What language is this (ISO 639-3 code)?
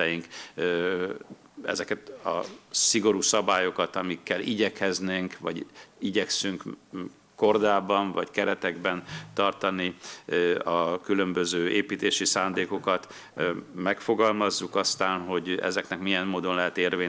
hun